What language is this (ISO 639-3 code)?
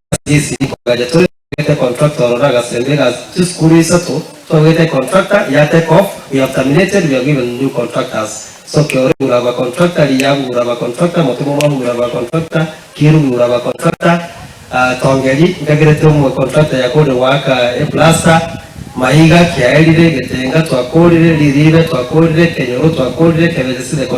guz